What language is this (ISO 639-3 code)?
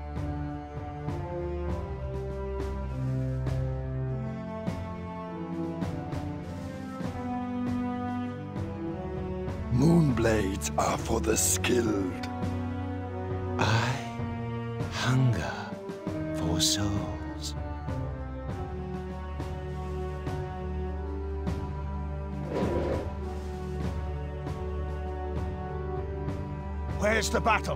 eng